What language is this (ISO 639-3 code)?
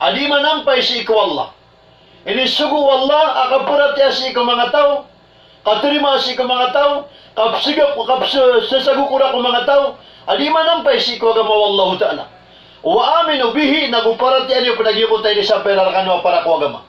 mrw